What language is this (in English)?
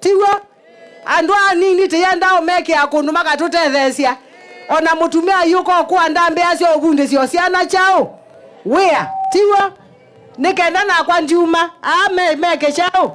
Kamba